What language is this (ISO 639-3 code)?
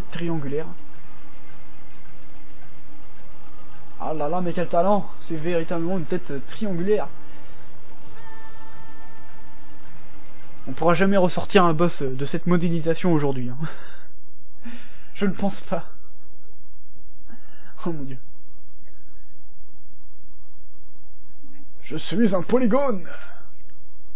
fra